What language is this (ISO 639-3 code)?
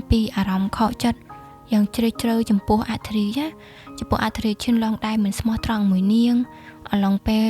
khm